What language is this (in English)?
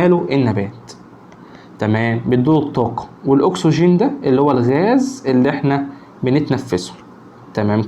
Egyptian Arabic